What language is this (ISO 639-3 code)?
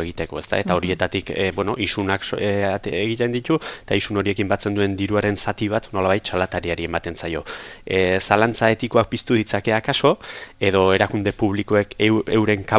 eus